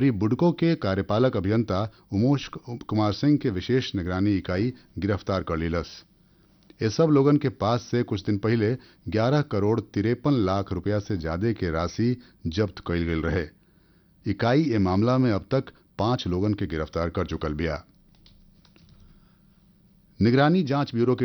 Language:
Bhojpuri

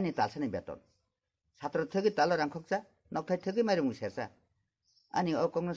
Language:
Kok Borok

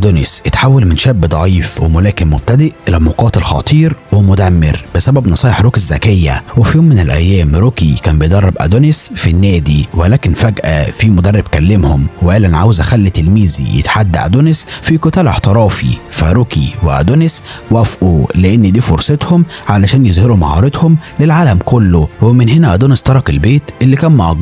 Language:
Egyptian Arabic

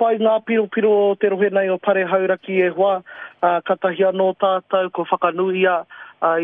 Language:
Māori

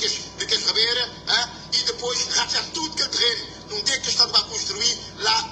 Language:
Kabuverdianu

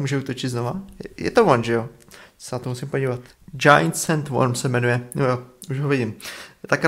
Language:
Czech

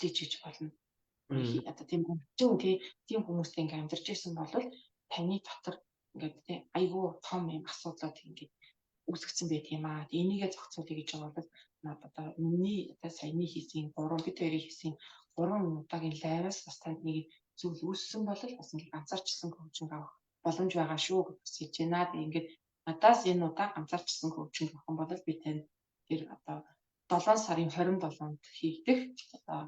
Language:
Mongolian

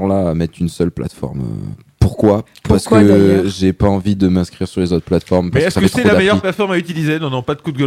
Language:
French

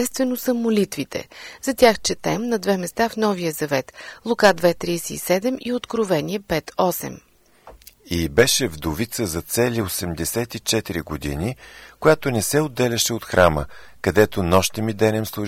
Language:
Bulgarian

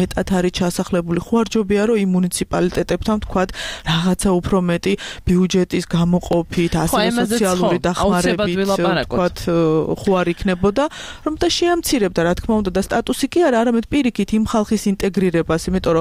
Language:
Georgian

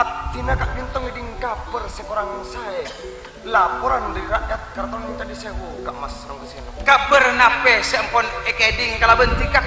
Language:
Madurese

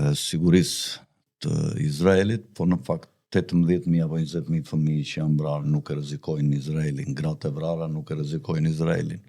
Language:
Albanian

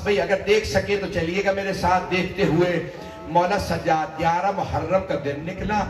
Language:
Urdu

